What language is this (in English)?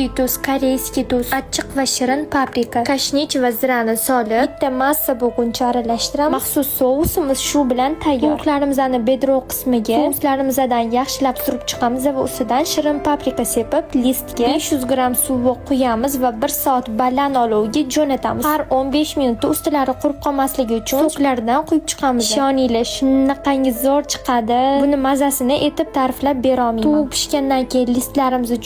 Uzbek